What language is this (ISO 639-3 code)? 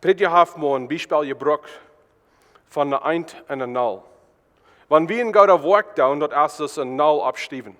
pdt